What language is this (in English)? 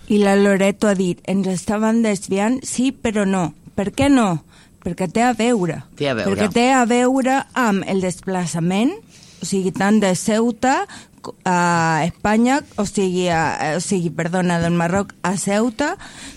Catalan